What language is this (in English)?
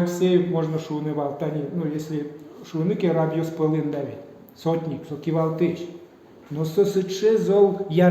Udmurt